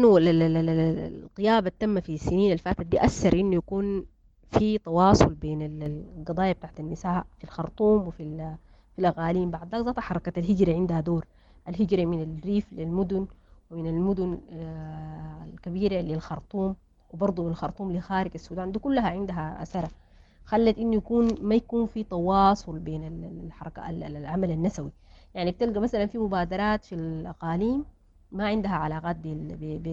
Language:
Sudanese Arabic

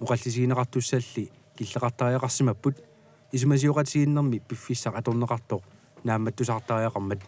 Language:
Kalaallisut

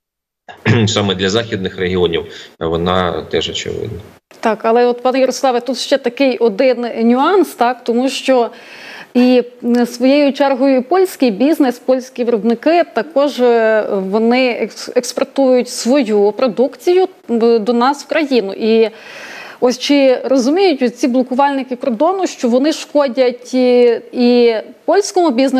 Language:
Ukrainian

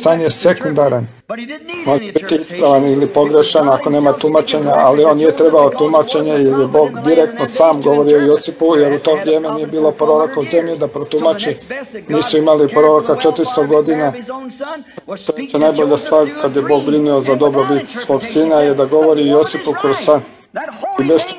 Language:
Croatian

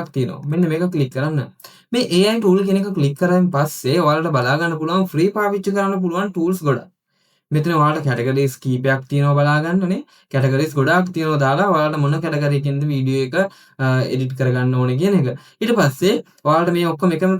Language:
Sinhala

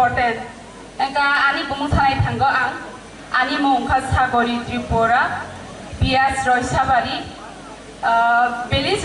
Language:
Kok Borok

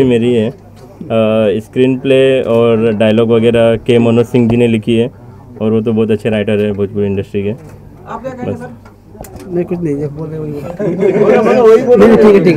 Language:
Hindi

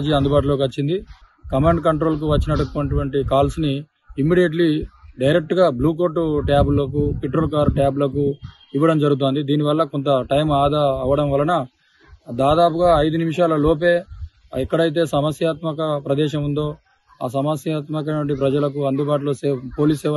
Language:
Telugu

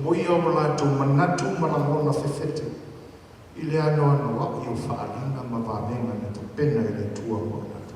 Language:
Samoan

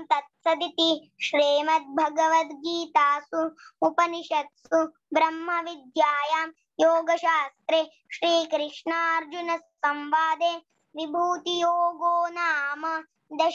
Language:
Sanskrit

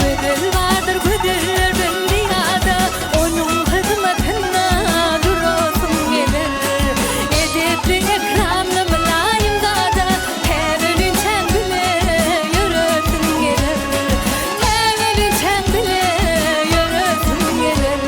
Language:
Turkmen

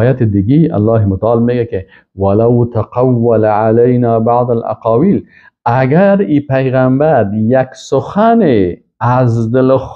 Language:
Persian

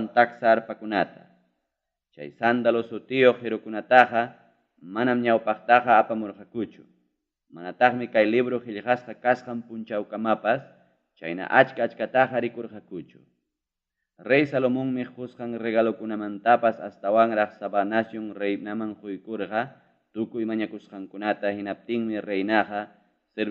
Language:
Ayacucho Quechua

